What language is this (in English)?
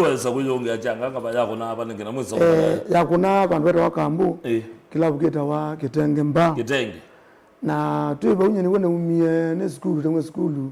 Kamba